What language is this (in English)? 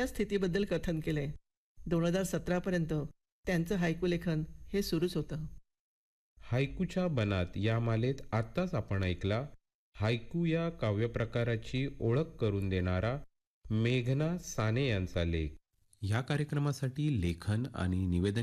Marathi